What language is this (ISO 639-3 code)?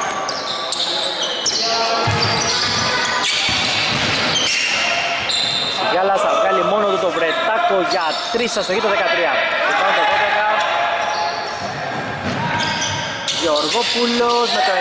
ell